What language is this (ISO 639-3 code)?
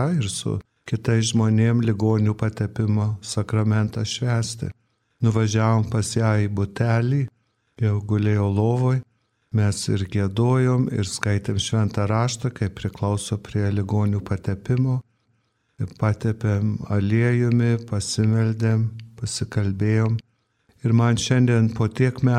lit